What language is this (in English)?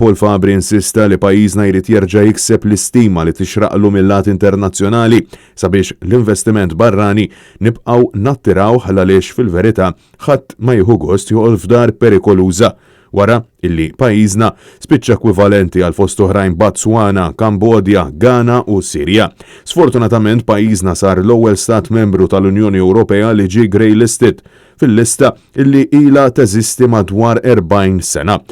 Maltese